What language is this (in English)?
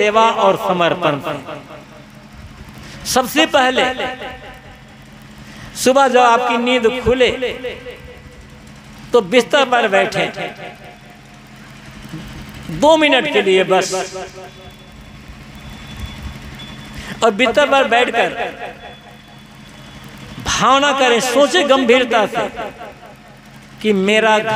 Hindi